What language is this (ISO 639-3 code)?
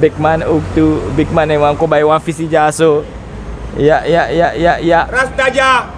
srn